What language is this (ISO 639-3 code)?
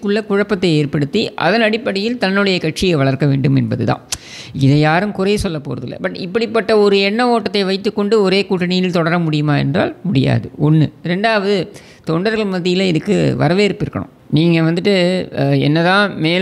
tam